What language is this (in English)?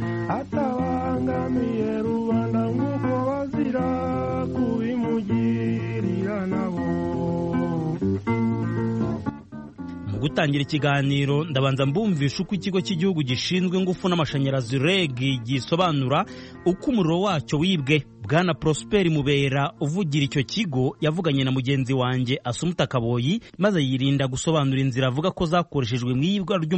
Kinyarwanda